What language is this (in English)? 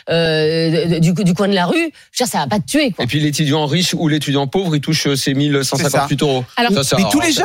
French